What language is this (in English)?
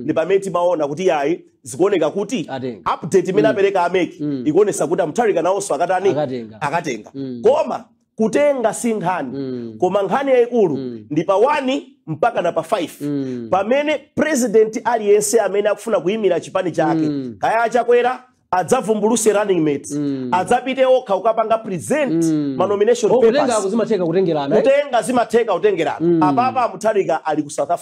Nyanja